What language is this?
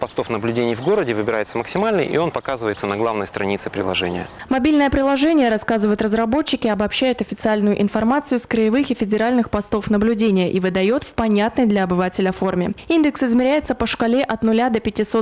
Russian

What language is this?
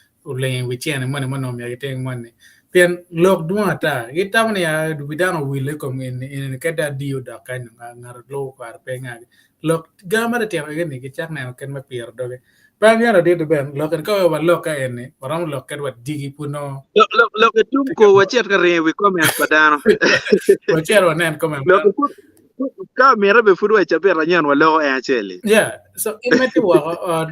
Acoli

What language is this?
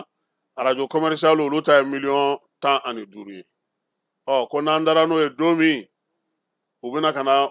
Bambara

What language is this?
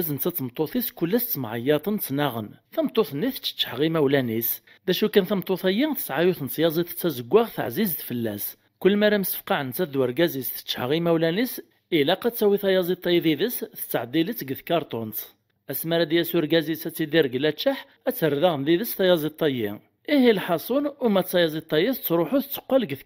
Kabyle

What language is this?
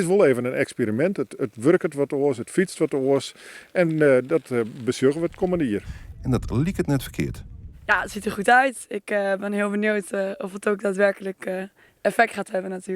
Western Frisian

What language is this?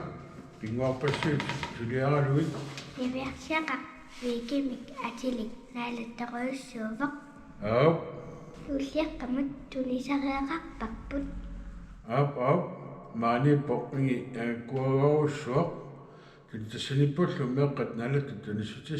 Kalaallisut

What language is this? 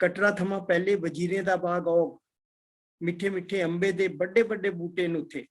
Dogri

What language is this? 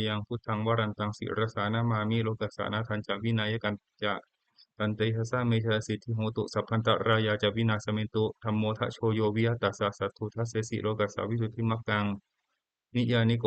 Pali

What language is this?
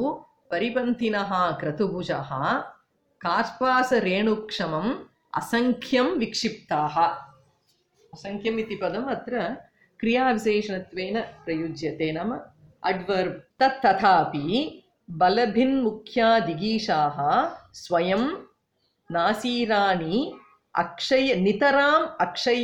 Sanskrit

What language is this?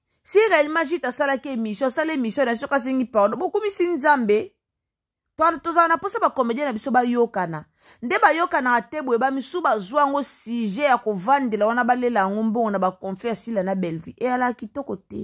Lingala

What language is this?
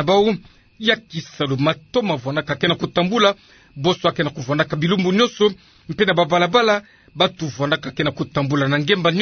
Kituba (Democratic Republic of Congo)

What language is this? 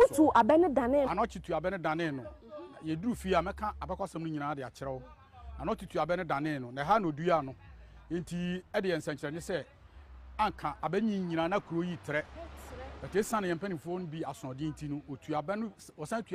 Akan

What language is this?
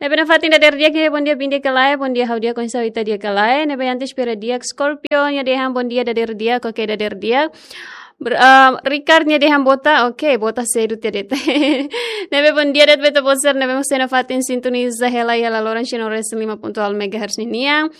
Tetum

